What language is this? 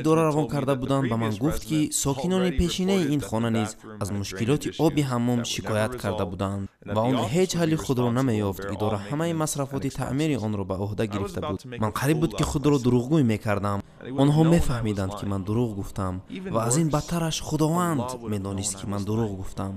Tajik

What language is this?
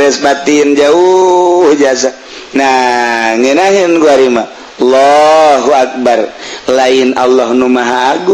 Sundanese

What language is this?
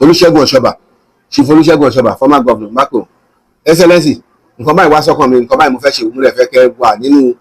Yoruba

